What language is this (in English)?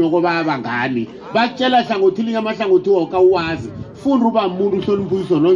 South Ndebele